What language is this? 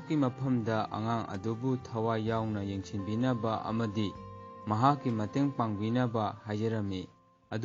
Manipuri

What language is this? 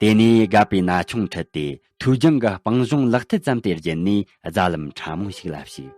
Tibetan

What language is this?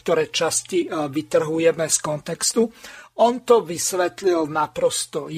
Slovak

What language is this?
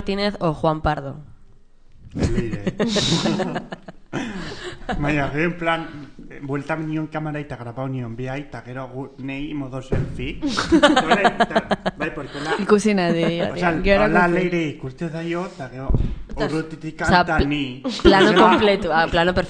Basque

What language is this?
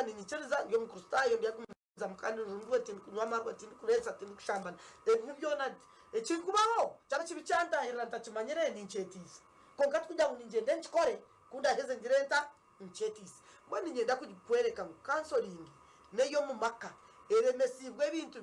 Nyankole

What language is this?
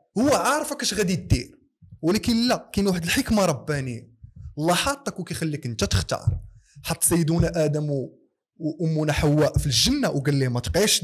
Moroccan Arabic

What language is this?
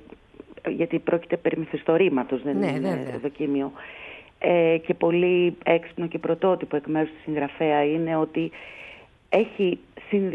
Greek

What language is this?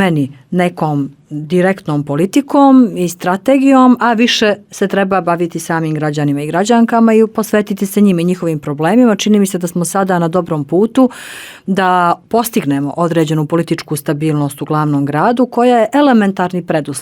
Bosnian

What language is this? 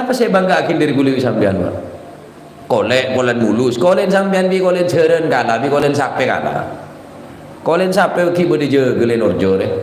Madurese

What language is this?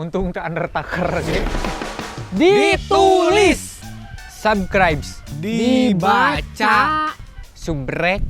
Sundanese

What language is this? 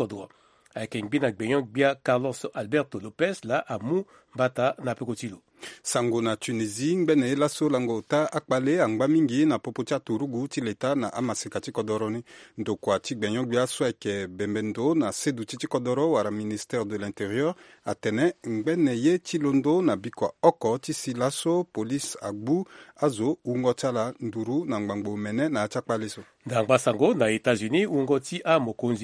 Sango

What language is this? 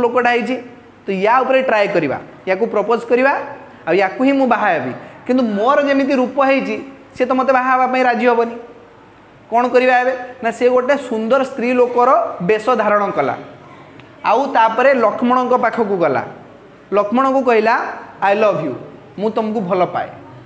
Odia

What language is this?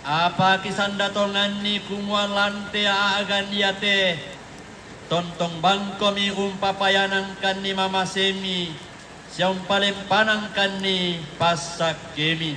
Toraja-Sa'dan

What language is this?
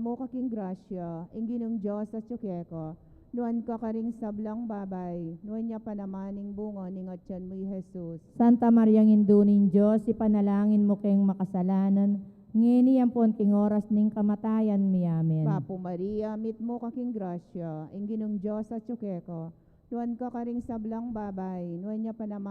Pampanga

